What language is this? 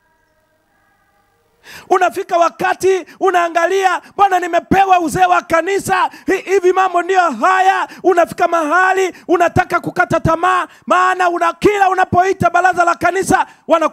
Swahili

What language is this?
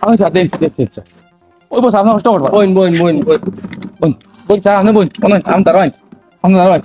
Sylheti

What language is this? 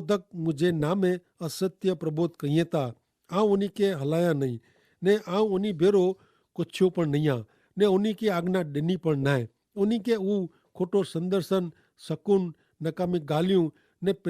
Kachhi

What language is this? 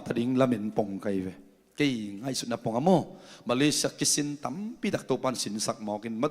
Tedim Chin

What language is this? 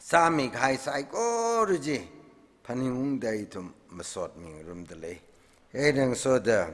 Tangkhul Naga (India)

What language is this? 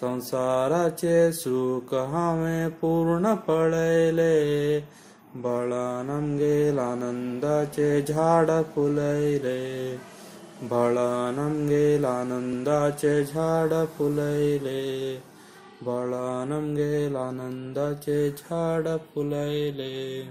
Konkani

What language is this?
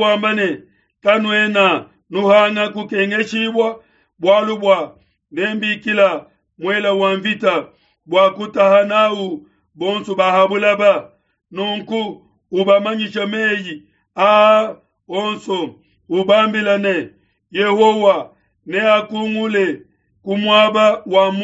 Luba-Lulua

